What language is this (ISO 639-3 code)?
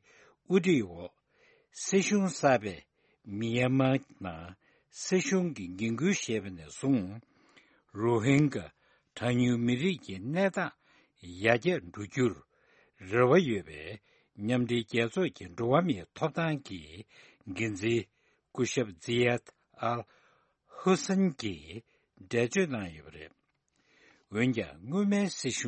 bod